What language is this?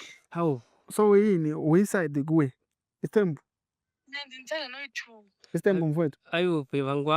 Zulu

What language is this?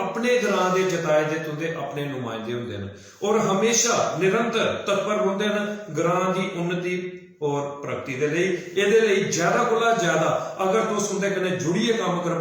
Dogri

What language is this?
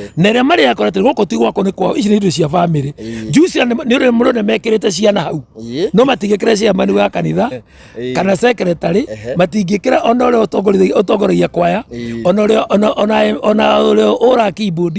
Kikuyu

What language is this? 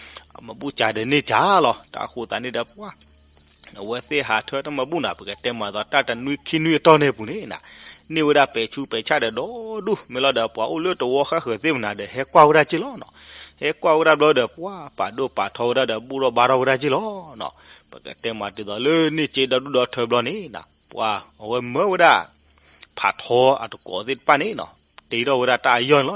S'gaw Karen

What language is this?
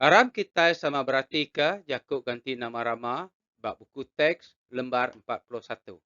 Iban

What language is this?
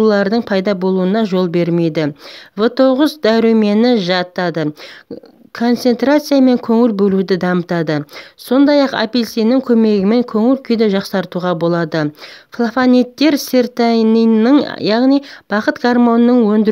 Kazakh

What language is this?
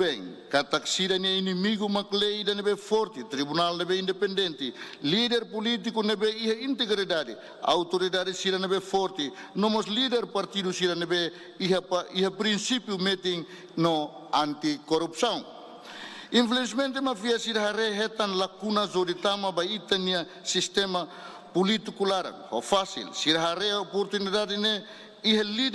Tetum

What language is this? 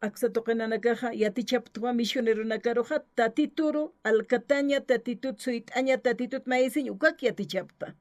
Aymara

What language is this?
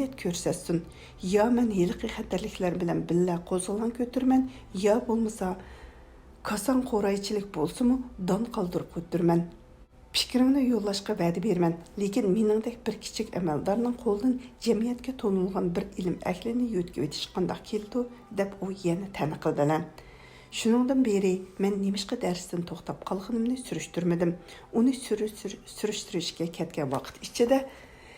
Uyghur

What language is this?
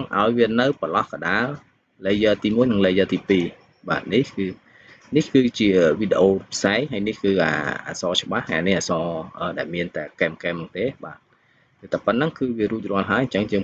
Khmer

